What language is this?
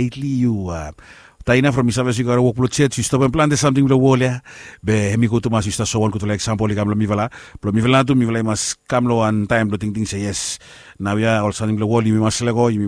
Bislama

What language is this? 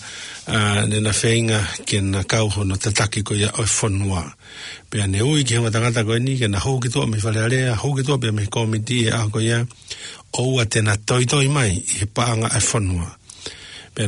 Tongan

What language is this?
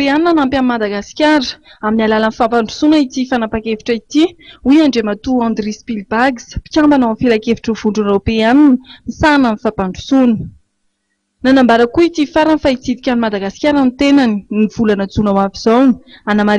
Malagasy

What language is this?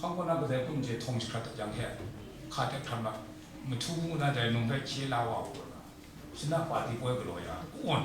Kachin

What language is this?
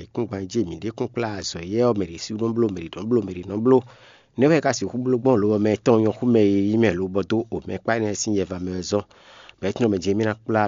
Fon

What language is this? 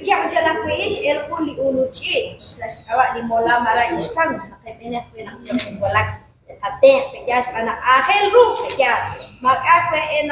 Kekchí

